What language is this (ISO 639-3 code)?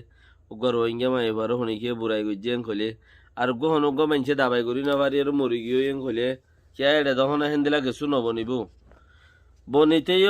rhg